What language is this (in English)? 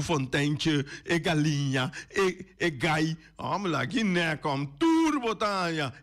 Papiamento